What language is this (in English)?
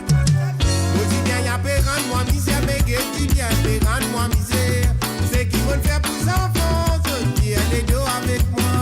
Morisyen